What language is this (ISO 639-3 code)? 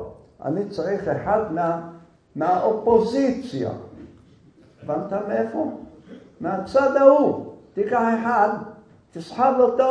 heb